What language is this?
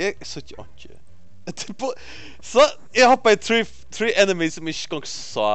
Faroese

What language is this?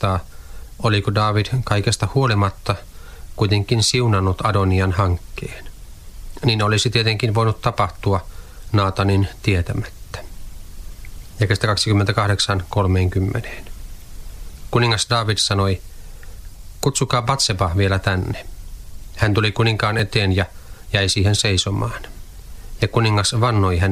Finnish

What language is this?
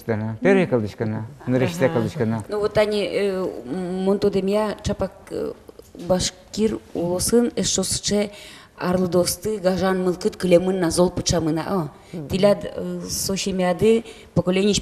Udmurt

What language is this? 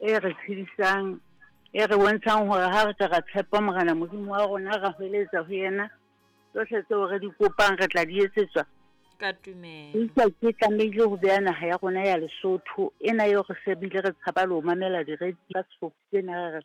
Southern Sotho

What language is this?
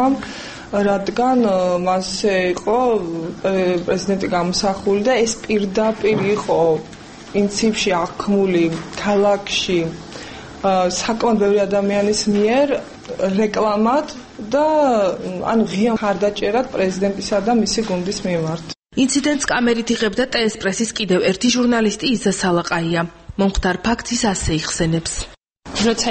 Georgian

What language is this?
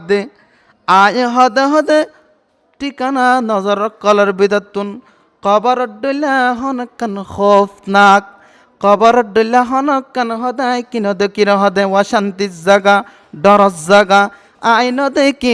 Rohingya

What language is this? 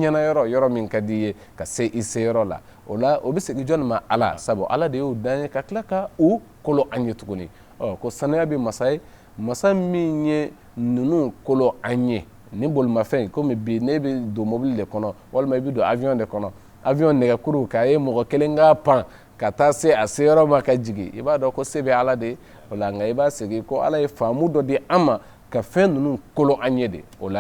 Bambara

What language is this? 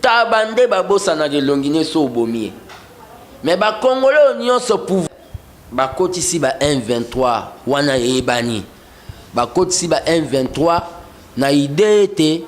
Lingala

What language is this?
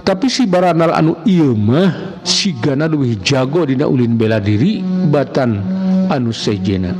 Sundanese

